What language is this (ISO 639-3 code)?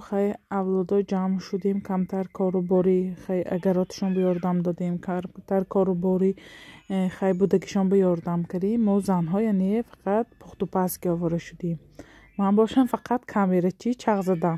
tgk